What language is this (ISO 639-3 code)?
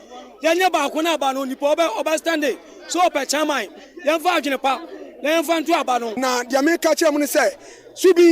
aka